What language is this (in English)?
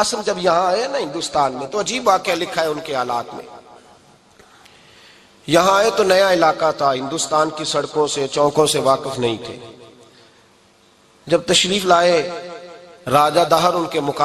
Urdu